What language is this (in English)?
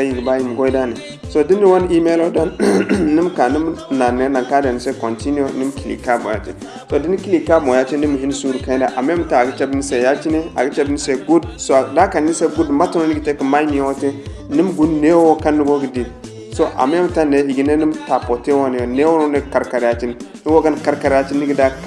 Zarma